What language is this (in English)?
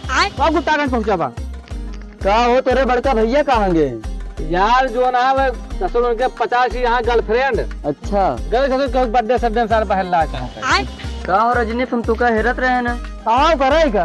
Awadhi